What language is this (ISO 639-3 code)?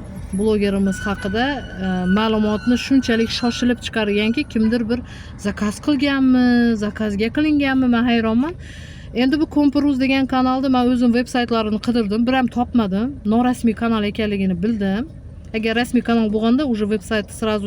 uzb